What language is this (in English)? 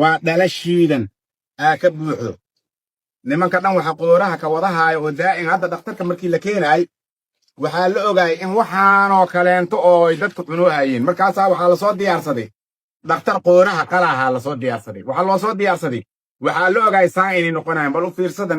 Somali